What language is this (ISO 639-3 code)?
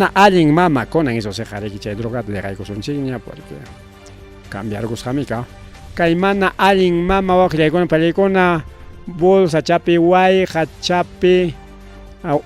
quy